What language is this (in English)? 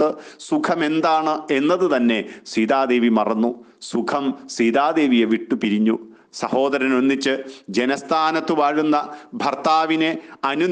Malayalam